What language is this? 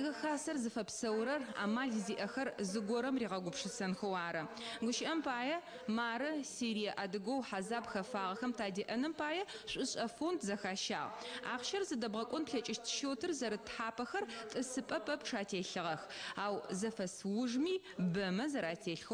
Adyghe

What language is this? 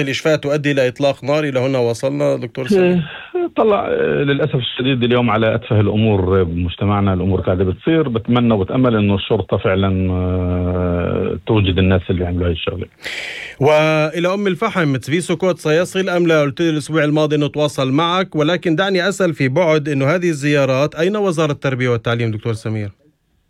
North Levantine Arabic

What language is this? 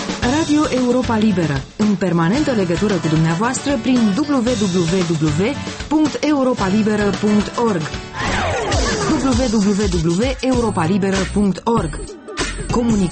Romanian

